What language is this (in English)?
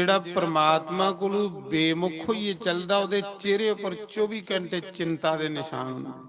Dogri